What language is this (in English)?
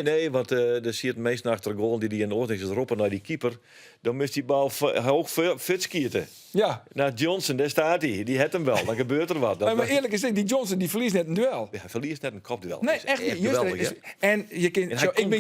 Western Frisian